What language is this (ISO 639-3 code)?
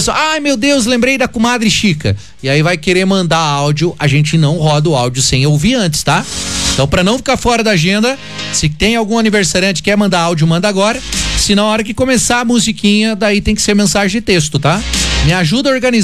por